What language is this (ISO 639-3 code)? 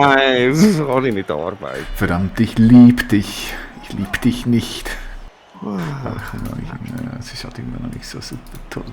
gsw